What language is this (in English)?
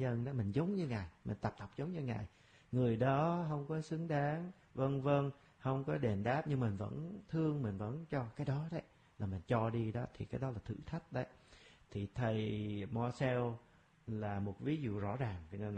Vietnamese